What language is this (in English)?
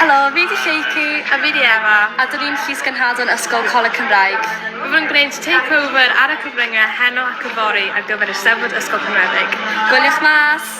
Welsh